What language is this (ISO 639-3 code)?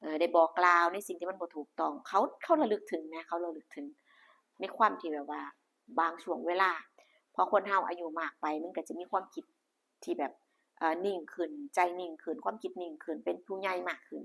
tts